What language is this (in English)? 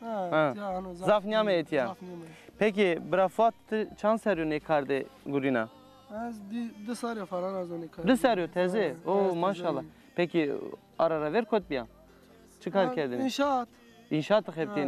Zaza